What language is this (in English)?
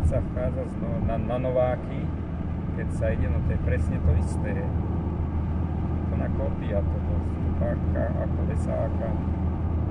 Slovak